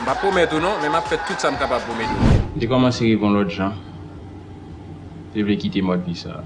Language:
Haitian Creole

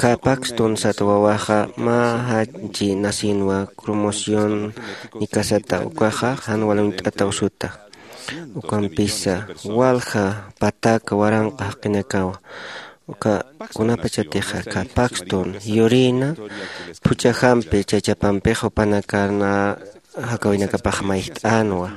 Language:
Aymara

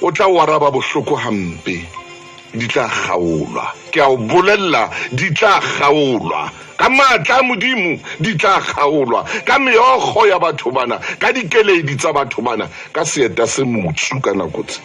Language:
Southern Sotho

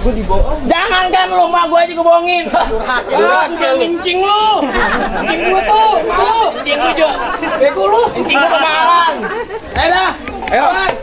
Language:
Betawi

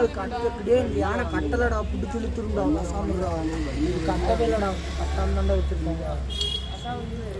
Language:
Tamil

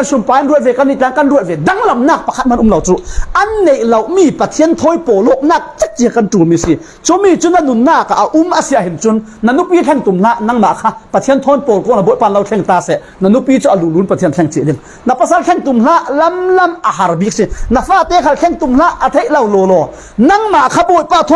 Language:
Falam Chin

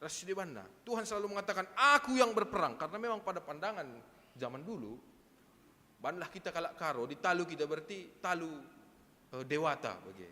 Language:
Batak Karo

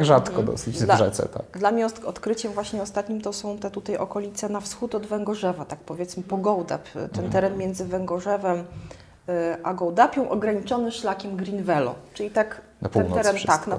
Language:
Polish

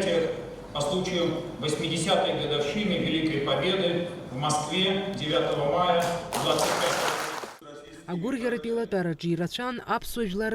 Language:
Abkhazian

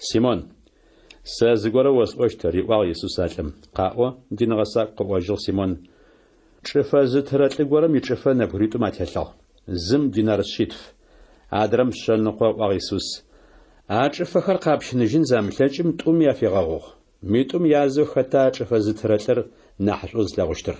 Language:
Adyghe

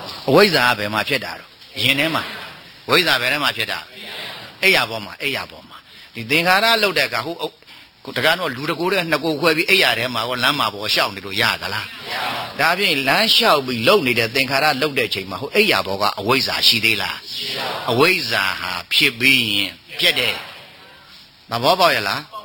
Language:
Burmese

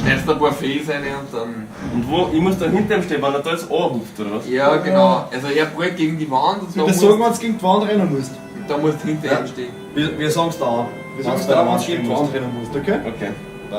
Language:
Bavarian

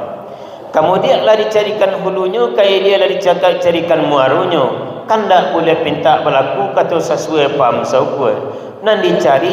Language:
Minangkabau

